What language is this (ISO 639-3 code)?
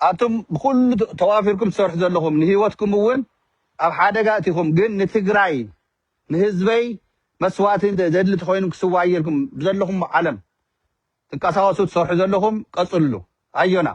tir